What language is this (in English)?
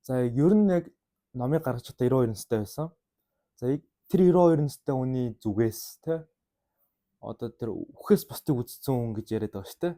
Mongolian